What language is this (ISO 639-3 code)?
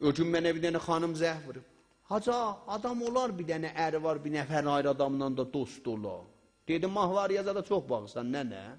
azb